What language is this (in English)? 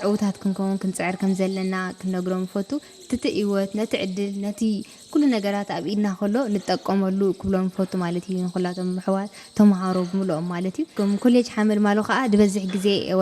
Tigrinya